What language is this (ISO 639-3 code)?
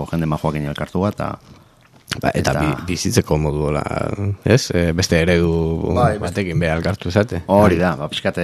eus